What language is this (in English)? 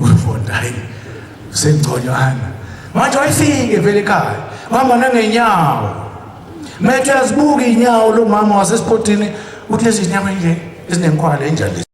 Zulu